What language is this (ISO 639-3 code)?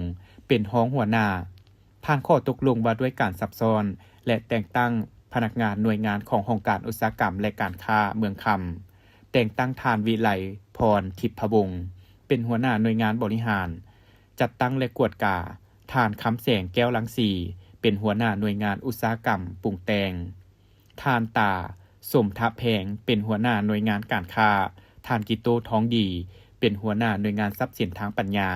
lao